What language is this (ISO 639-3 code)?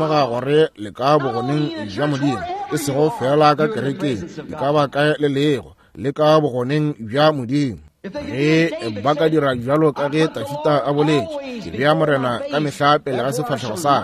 nso